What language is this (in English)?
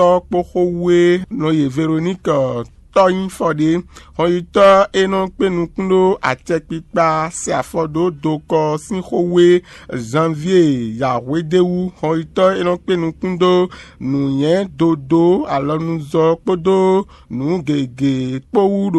Fon